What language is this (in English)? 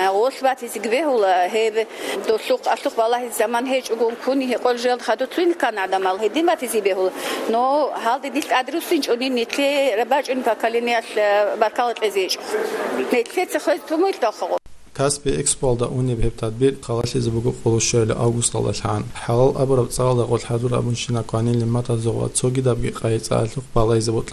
Avaric